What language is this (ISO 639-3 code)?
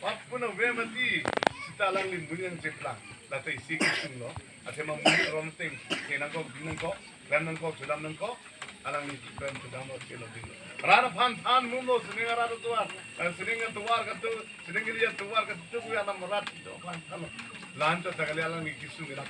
mjw